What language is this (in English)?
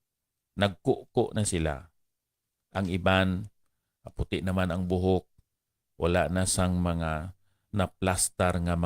Hiligaynon